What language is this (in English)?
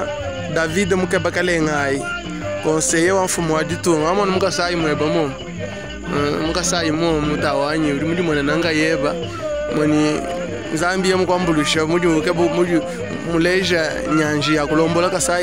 Luba-Lulua